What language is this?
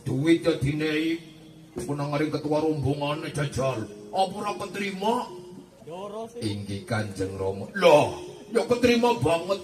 Javanese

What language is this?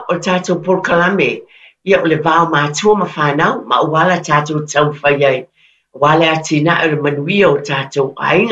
Samoan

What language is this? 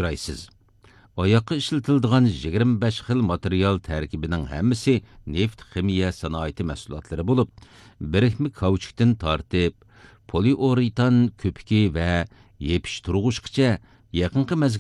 Uyghur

